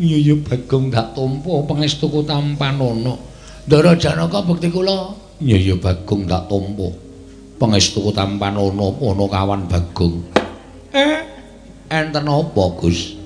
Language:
Javanese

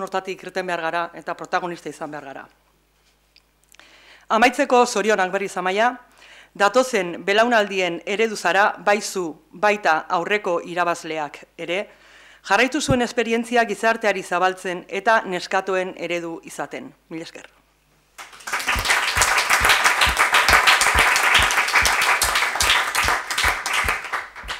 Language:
Basque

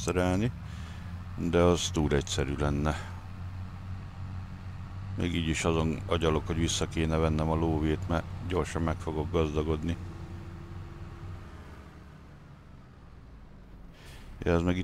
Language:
Hungarian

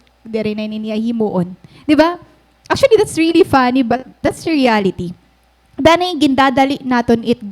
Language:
Waray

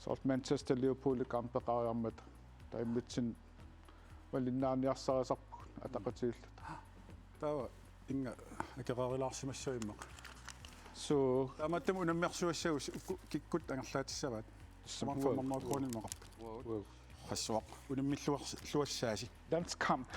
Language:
Kalaallisut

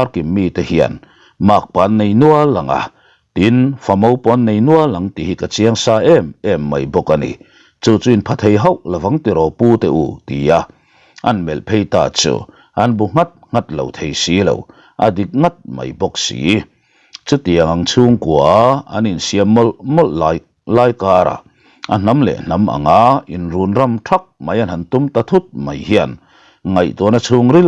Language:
Mizo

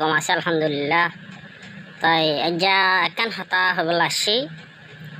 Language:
Rohingya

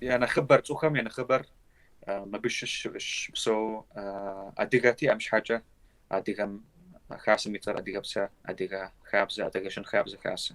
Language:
Kabardian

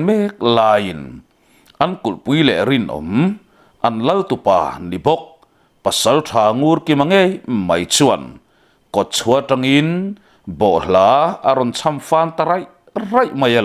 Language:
Mizo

